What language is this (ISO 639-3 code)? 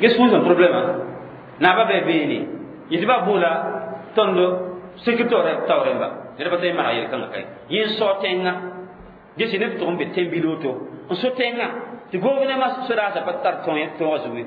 mos